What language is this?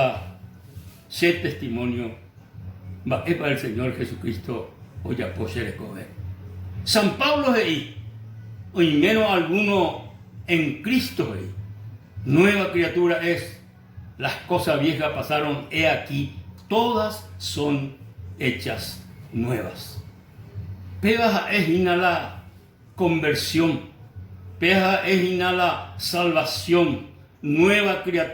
Guarani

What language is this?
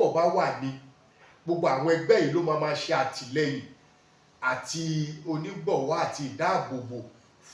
Yoruba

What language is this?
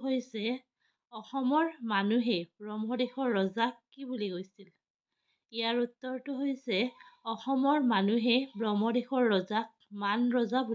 Assamese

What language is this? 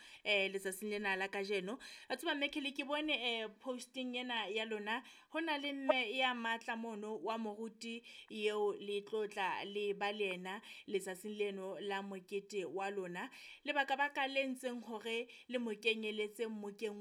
Southern Sotho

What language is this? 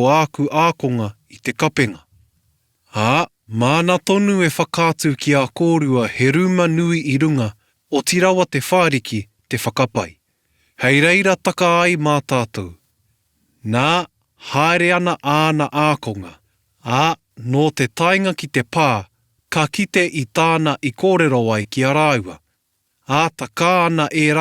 Māori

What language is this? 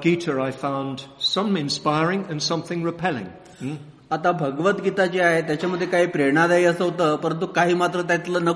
Marathi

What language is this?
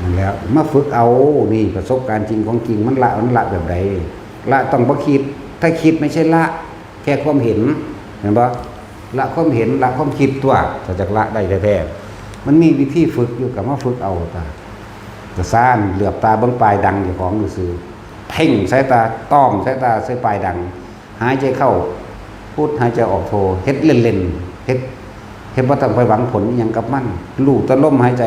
Northeastern Thai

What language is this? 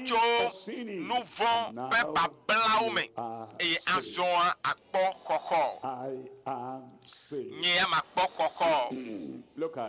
Ewe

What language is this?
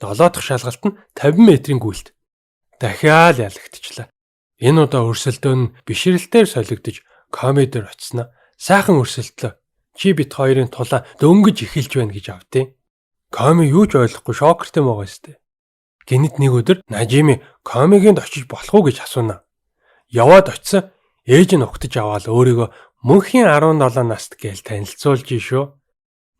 Mongolian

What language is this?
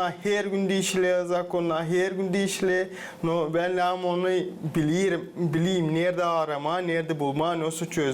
Gagauz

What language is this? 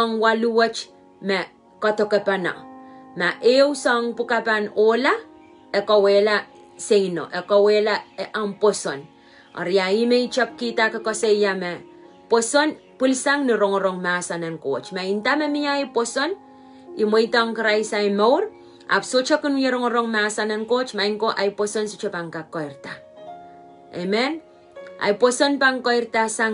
Pohnpeian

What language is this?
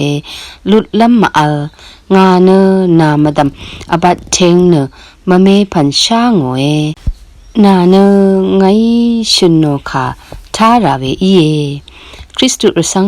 Rawang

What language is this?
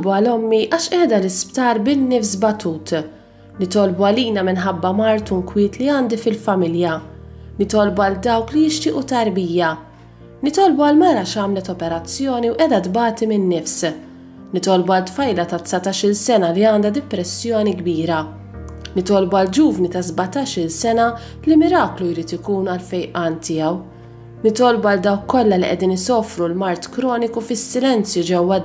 Maltese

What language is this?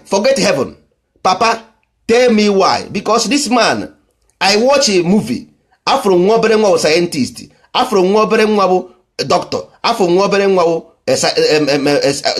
Igbo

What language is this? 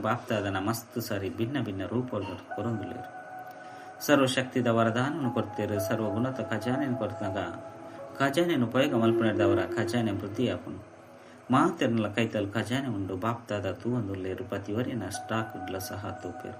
Tulu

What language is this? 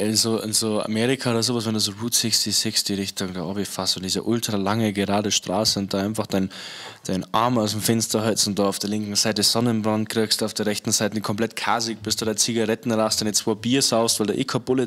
Bavarian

